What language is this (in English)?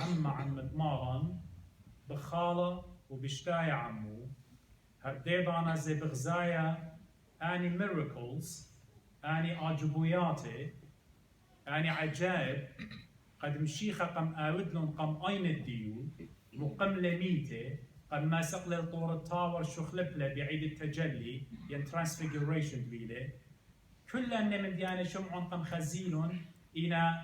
Assyrian Neo-Aramaic